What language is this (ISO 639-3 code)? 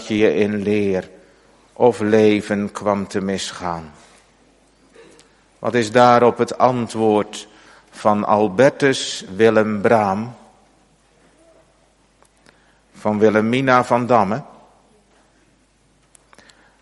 nld